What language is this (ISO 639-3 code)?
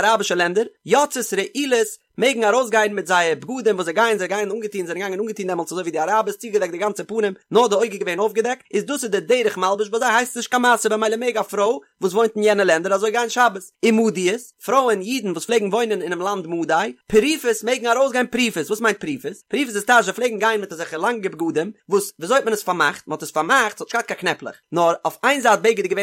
yid